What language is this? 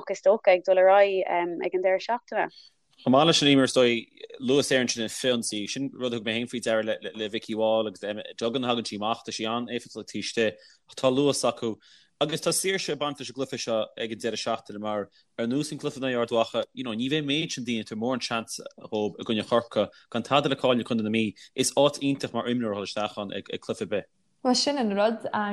Irish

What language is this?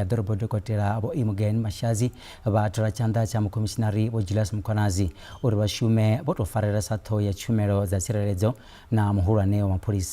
Venda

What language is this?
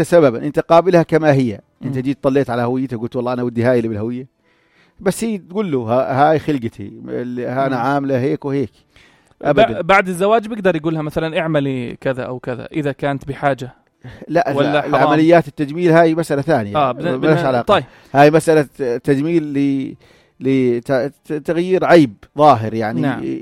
North Levantine Arabic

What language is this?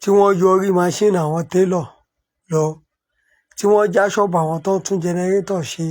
Yoruba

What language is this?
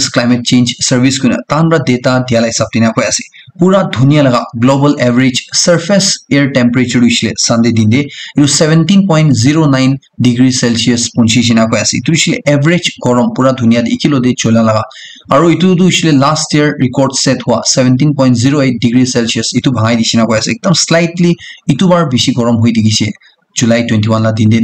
Naga Pidgin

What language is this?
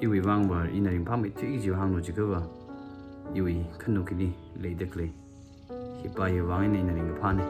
Tangkhul Naga (India)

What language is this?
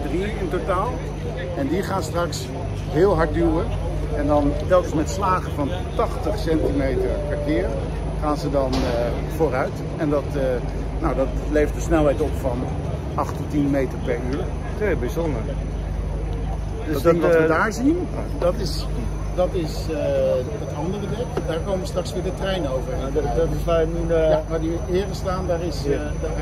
Dutch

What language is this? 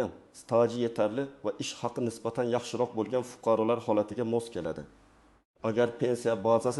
Uzbek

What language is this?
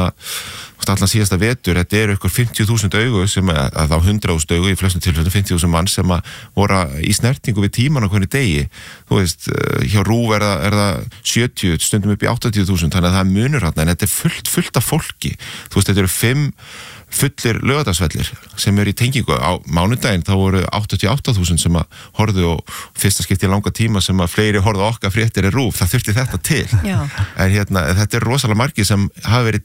Icelandic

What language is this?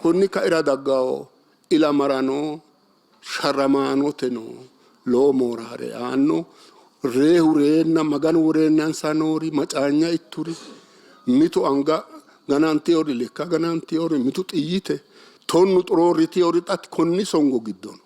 Sidamo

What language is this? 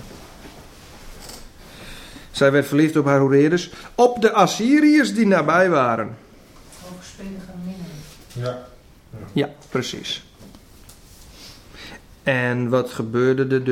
Dutch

